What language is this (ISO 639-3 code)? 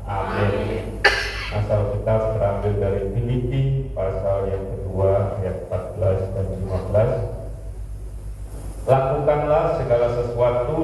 ind